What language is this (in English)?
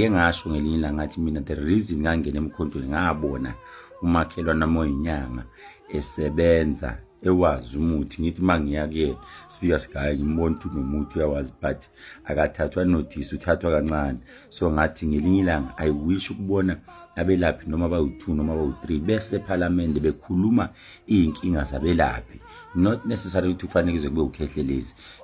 Zulu